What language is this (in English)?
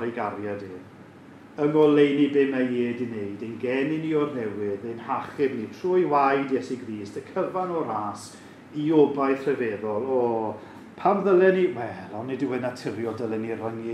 Welsh